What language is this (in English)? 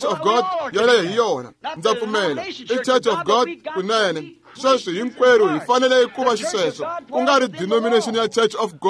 Tsonga